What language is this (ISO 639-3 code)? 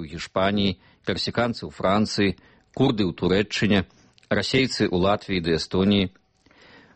bel